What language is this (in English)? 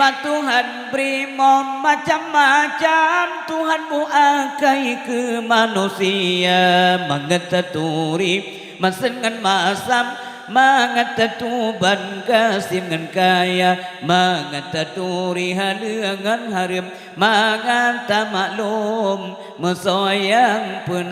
Achinese